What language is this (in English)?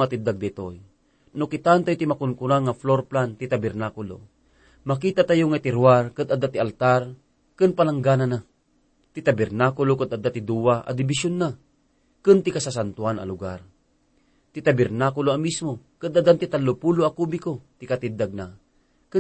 Iloko